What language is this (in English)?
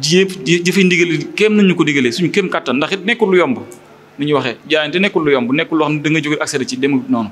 Wolof